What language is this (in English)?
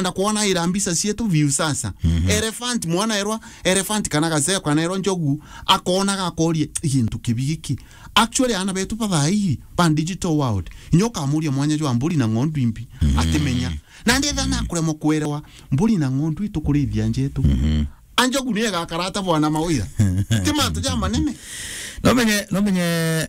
Meru